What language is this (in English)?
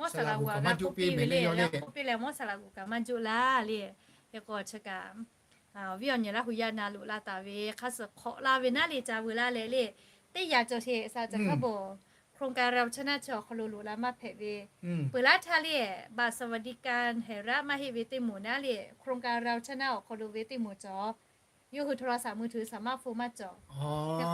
Lahu